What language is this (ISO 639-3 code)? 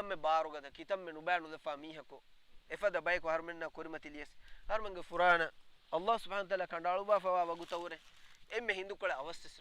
div